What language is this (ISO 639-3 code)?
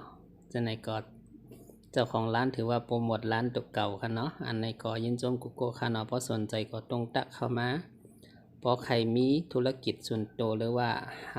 shn